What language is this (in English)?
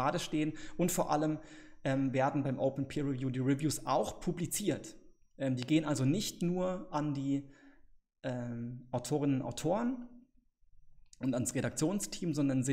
German